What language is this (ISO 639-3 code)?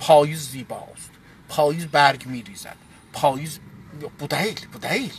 azb